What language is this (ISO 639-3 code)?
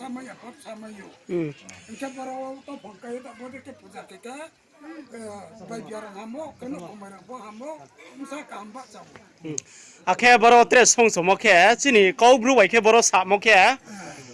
ria